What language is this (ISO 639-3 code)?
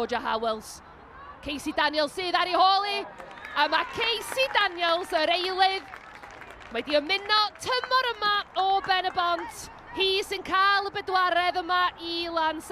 cym